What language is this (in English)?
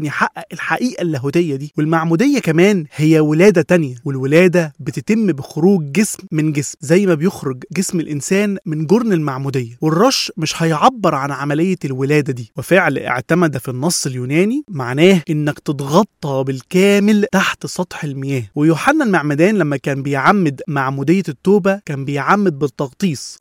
Egyptian Arabic